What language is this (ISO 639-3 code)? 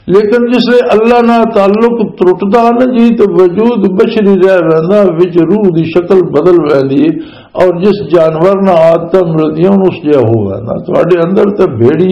lah